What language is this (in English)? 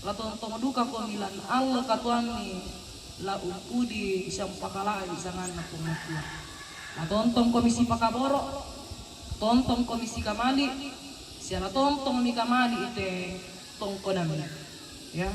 Toraja-Sa'dan